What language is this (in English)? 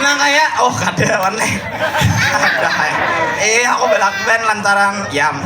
Banjar